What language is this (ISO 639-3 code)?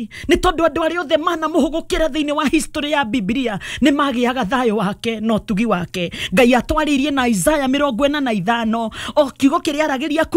kik